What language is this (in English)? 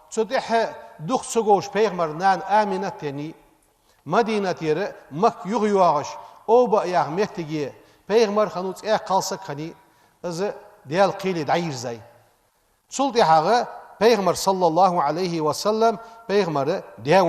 Ingush